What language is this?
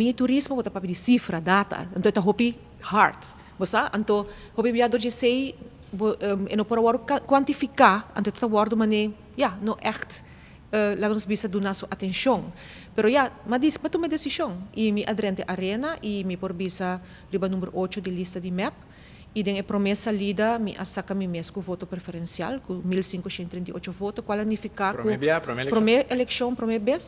Papiamento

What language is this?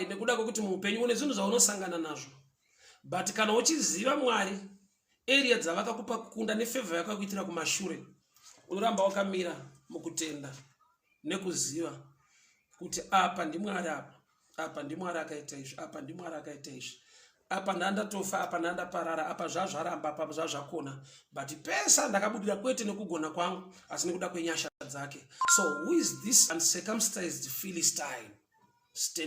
Shona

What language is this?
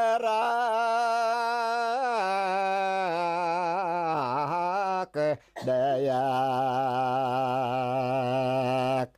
Bashkir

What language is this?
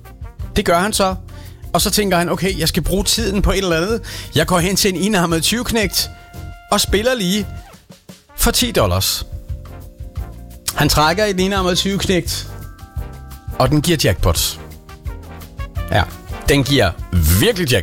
Danish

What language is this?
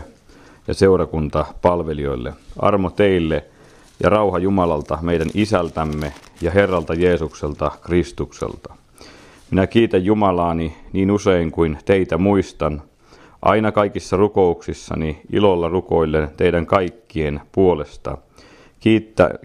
Finnish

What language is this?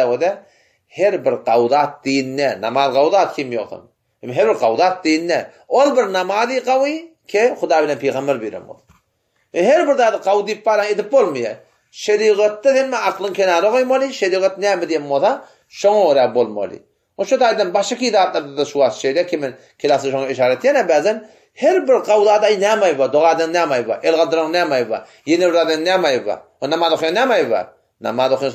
Turkmen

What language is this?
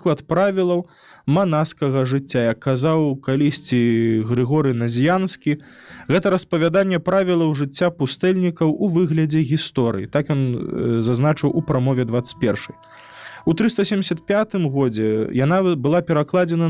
Belarusian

